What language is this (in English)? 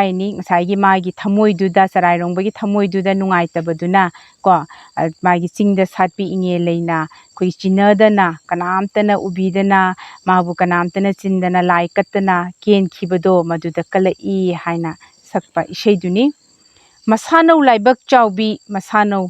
Manipuri